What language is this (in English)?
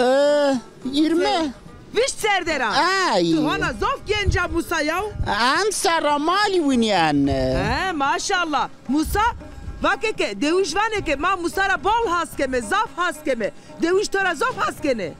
Zaza